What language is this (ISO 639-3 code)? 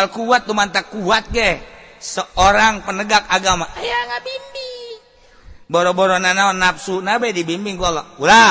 sun